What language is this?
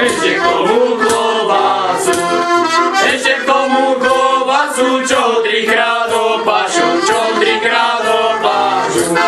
Slovak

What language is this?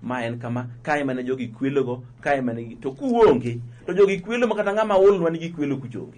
Luo (Kenya and Tanzania)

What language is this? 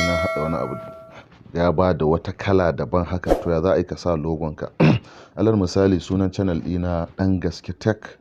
Hausa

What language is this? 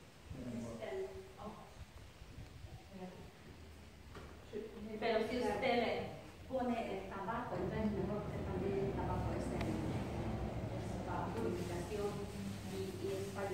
Spanish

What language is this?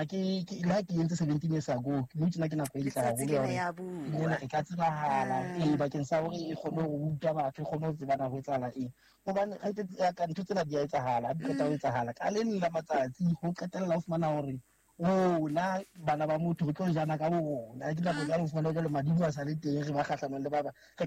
Southern Sotho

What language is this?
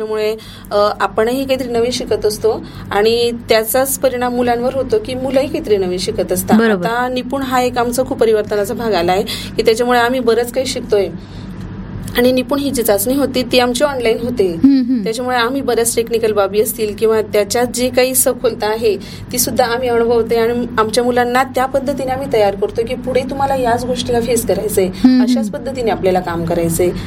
Marathi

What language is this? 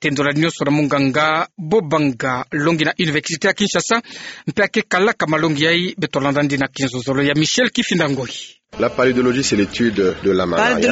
Kituba (Democratic Republic of Congo)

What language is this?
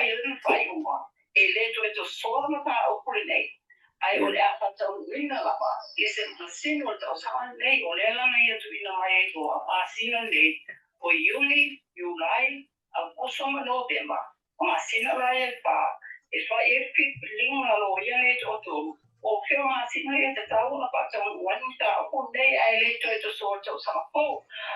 Samoan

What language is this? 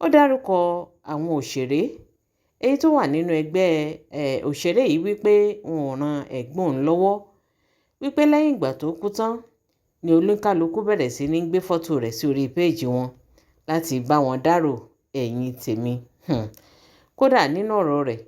Yoruba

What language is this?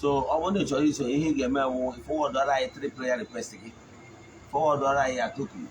Igbo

